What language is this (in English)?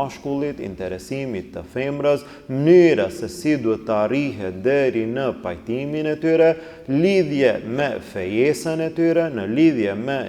Albanian